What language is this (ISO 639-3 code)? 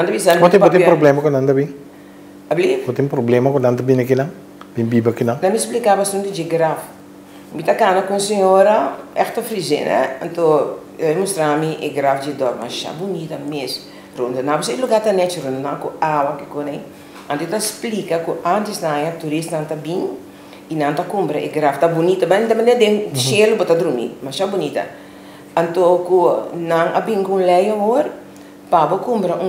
pap